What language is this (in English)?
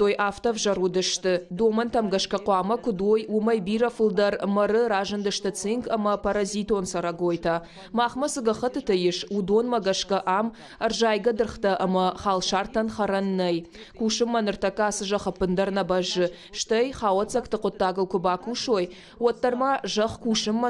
Ossetic